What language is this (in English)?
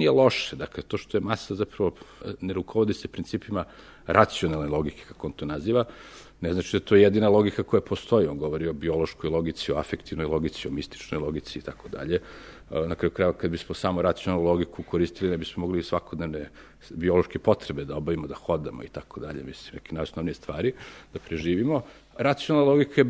Serbian